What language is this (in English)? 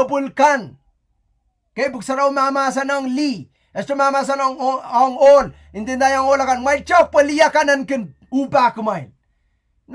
Pohnpeian